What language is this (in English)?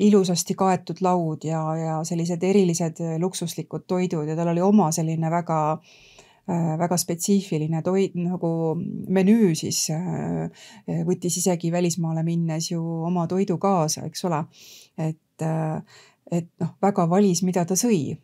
Estonian